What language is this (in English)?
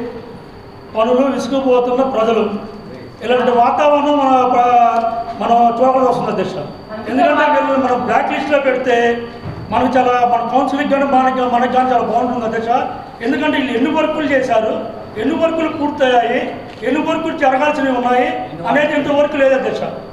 Telugu